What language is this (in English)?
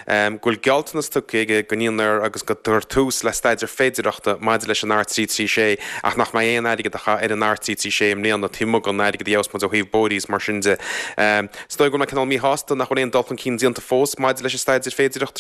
Irish